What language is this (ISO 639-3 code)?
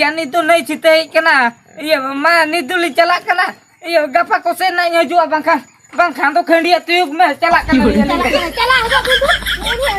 sat